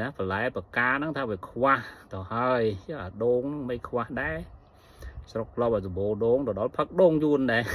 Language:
Khmer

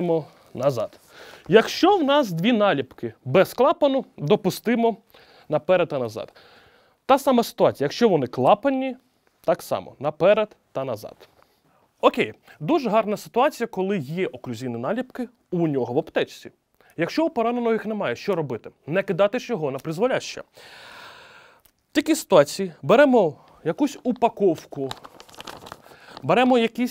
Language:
Ukrainian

